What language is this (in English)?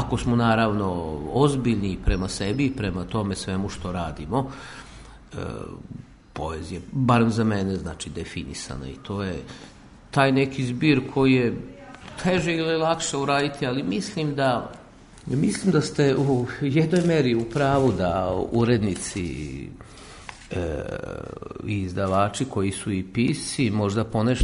Serbian